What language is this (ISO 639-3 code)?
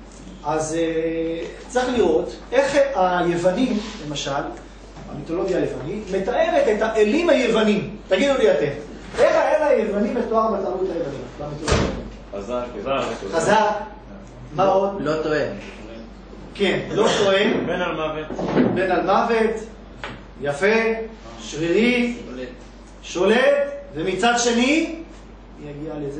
heb